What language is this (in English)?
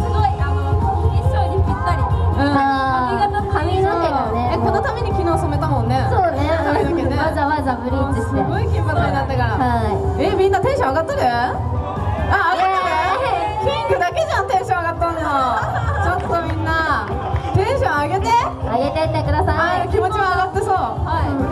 Japanese